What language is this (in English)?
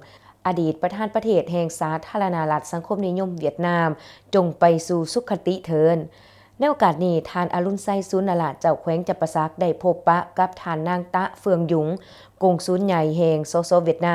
Lao